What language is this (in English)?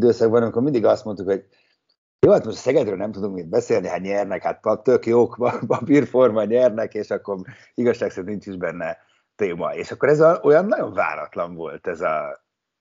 Hungarian